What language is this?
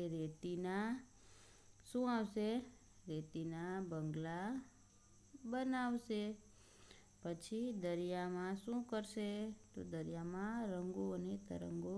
Gujarati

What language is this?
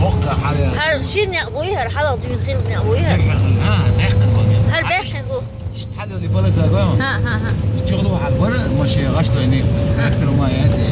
Chechen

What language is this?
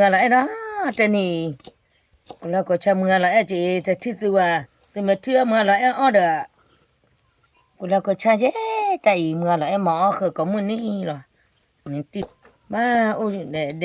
S'gaw Karen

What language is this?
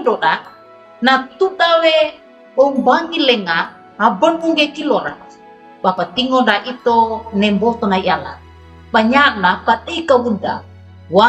Wejewa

